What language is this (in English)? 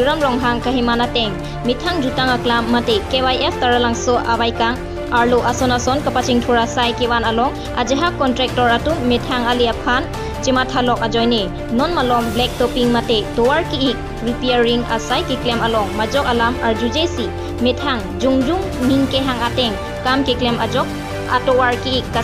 Karbi